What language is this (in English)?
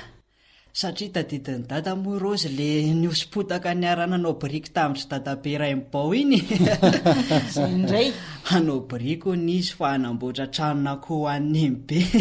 Malagasy